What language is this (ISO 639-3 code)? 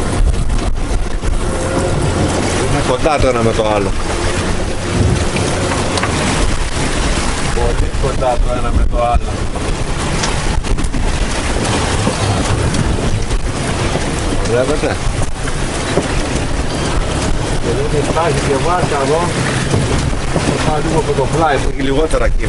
ell